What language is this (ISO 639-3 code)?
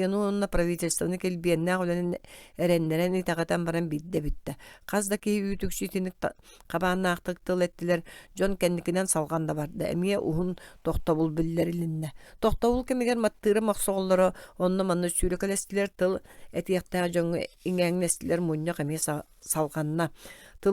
sah